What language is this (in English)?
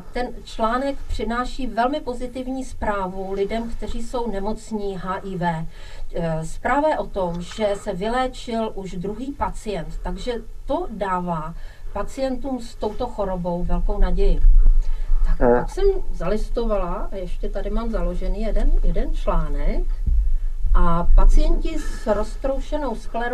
Czech